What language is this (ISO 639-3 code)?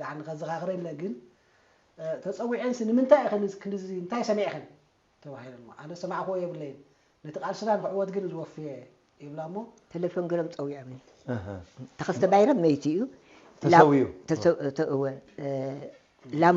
tir